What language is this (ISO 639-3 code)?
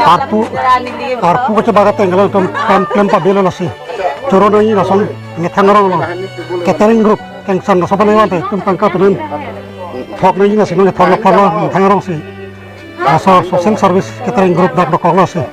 mjw